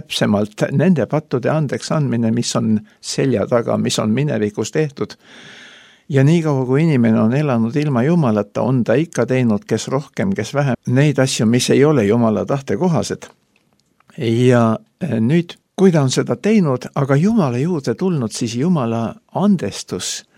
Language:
Estonian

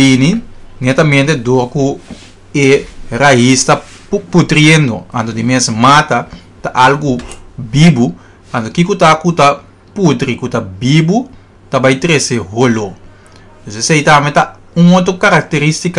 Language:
Papiamento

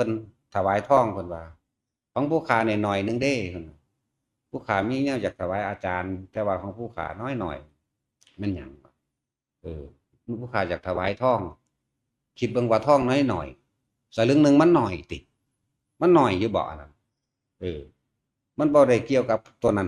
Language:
Northeastern Thai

